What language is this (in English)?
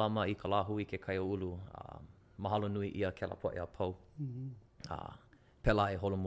Hawaiian